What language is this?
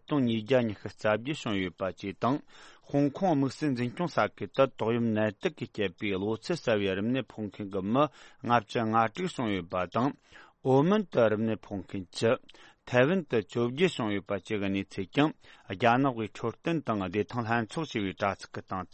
Tibetan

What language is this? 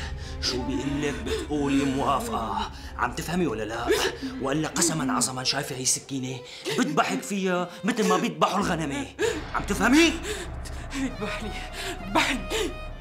North Levantine Arabic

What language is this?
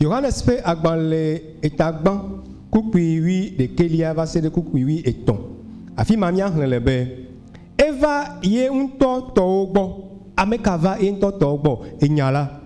Ewe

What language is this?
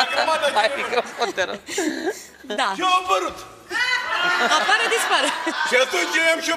Romanian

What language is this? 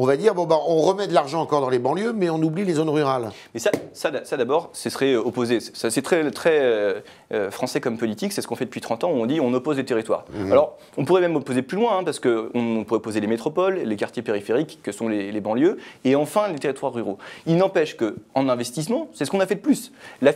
French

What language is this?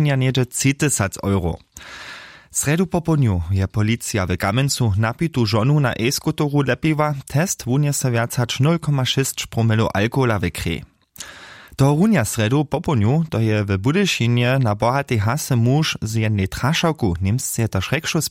Upper Sorbian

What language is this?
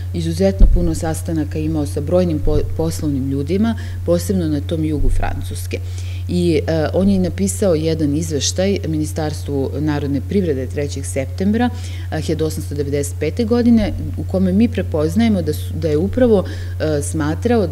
Serbian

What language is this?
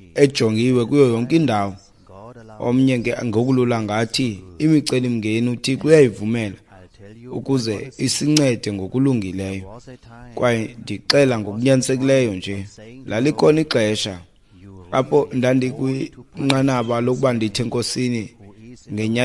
Xhosa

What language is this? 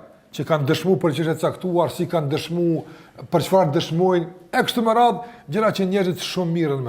Albanian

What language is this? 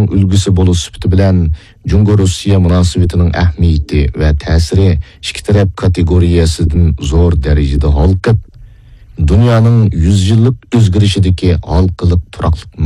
Uyghur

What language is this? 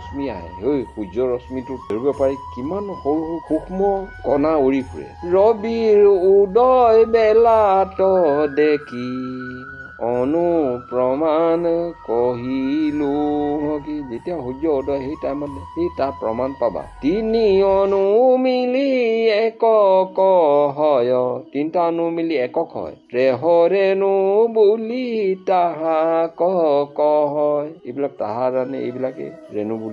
Assamese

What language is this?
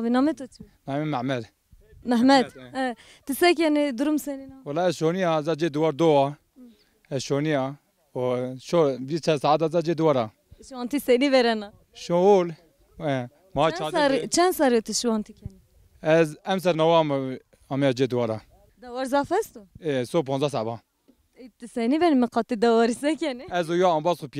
Zaza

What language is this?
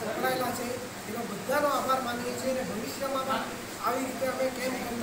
Gujarati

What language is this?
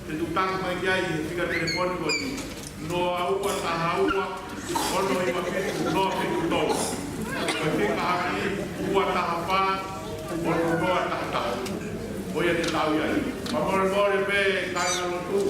Tongan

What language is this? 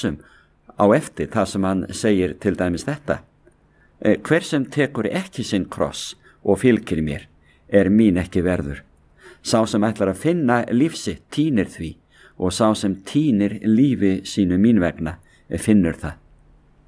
Icelandic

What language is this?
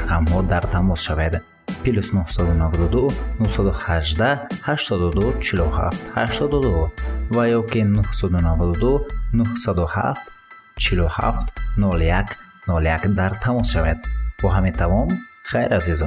Tajik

